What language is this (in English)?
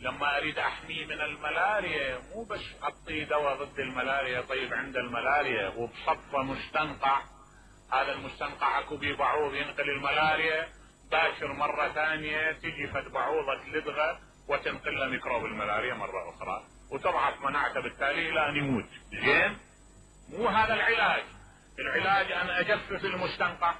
Mesopotamian Arabic